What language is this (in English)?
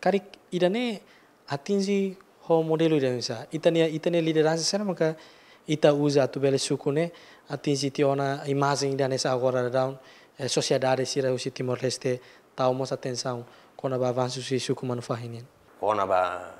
Tetum